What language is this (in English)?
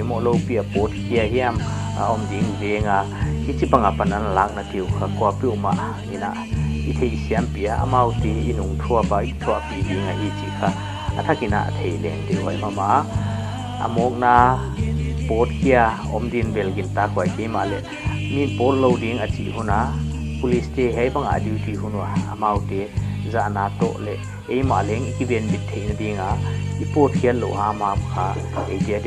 Paite Chin